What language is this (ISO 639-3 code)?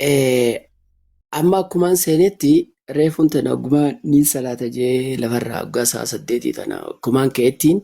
orm